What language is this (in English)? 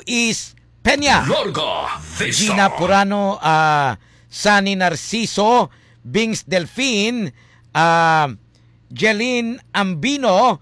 Hiligaynon